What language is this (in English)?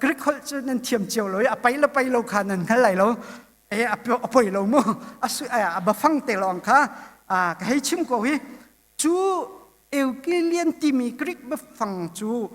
Hakha Chin